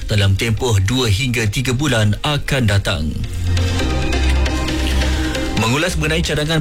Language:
Malay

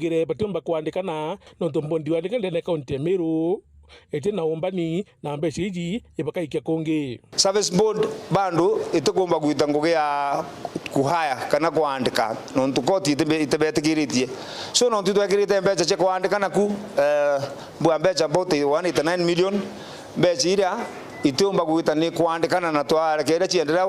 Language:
Meru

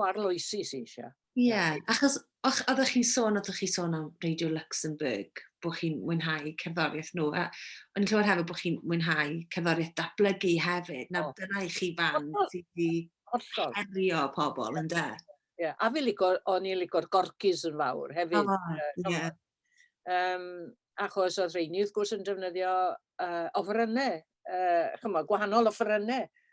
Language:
Welsh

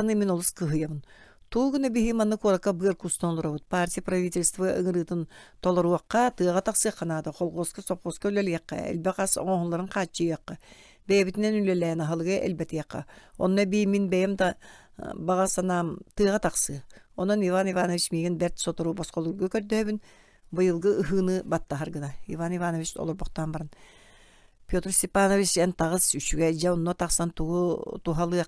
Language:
Yakut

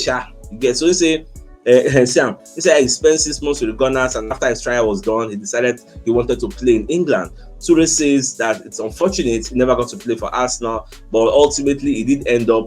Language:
Nigerian Pidgin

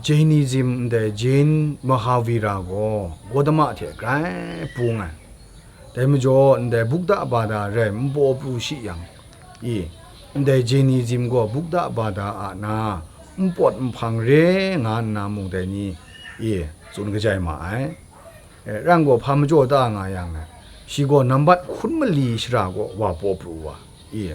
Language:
Kachin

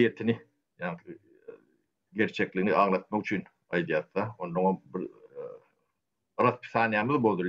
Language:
Turkmen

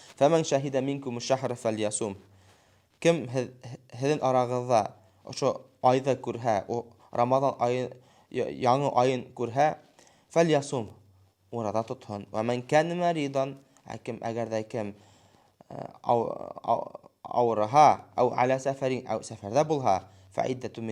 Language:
Bashkir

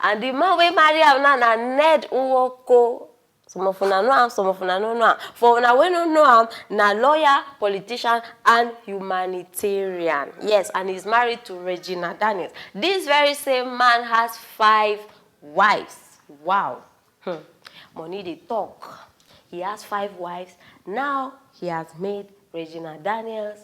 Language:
Nigerian Pidgin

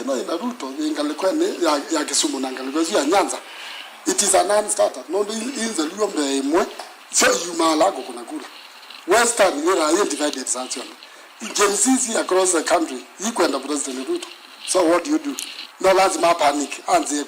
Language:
Kamba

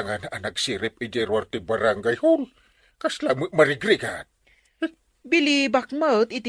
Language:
Iloko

